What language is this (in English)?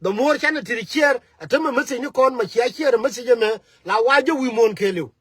Nuer